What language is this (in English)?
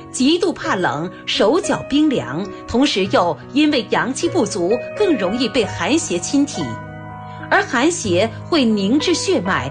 Chinese